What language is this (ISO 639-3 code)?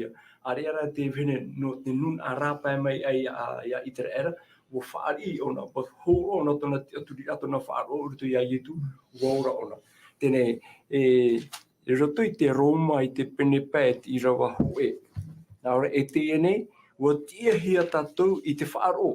tah